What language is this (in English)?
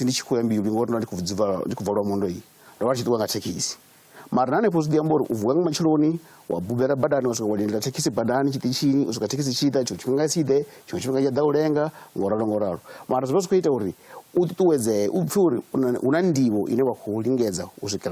Venda